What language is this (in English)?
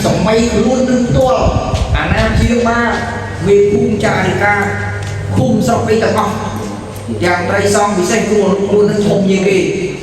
Khmer